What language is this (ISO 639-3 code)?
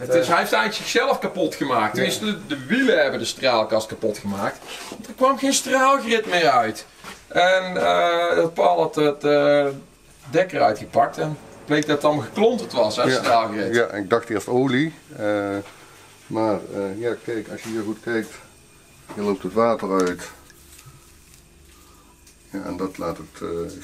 nld